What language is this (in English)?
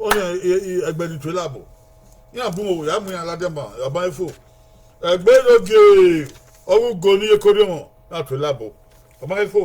Bini